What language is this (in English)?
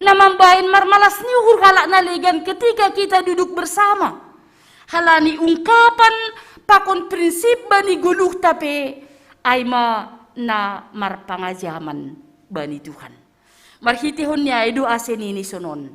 Batak Simalungun